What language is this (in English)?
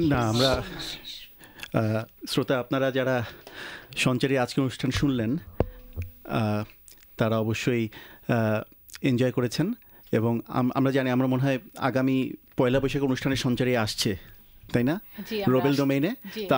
Bangla